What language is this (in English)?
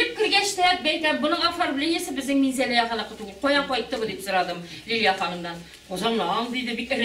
Tatar